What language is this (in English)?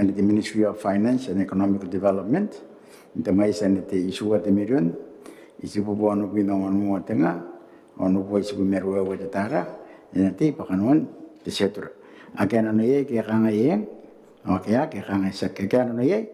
Gilbertese